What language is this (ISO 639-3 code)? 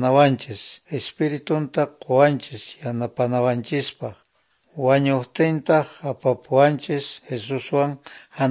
quh